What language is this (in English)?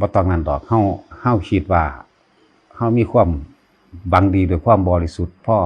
Northeastern Thai